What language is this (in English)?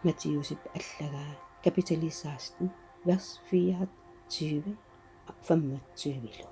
Kalaallisut